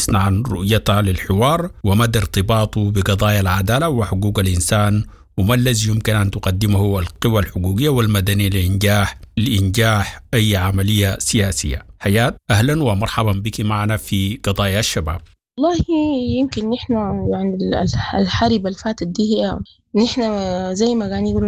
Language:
Sudanese Arabic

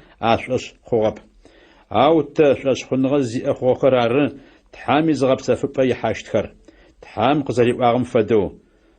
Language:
Adyghe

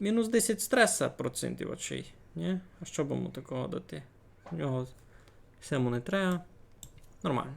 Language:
Rusyn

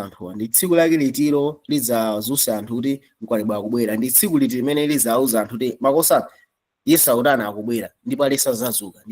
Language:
Nyanja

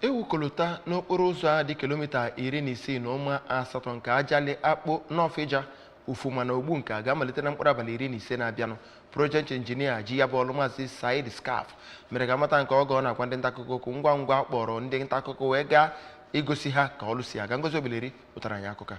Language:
Igbo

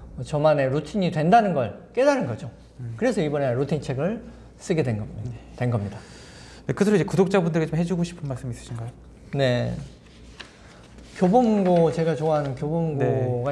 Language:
Korean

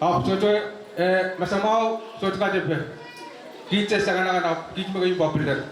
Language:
Pohnpeian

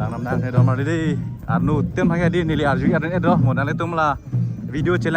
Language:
Karbi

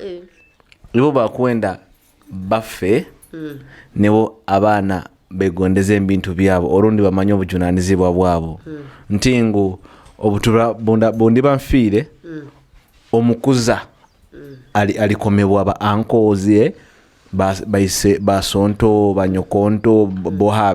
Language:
Nyoro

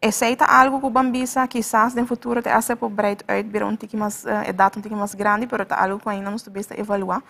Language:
Papiamento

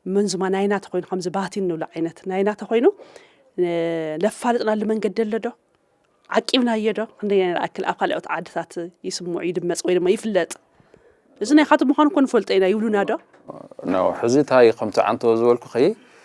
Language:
Tigrinya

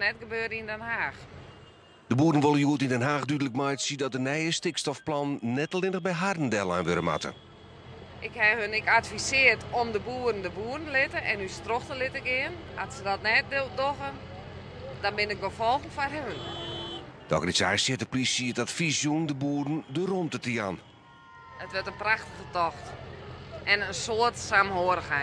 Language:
Western Frisian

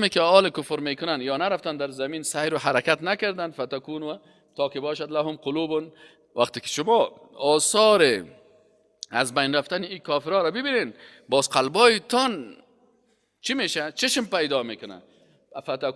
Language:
Persian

